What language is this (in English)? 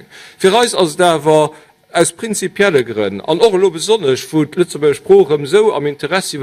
Luxembourgish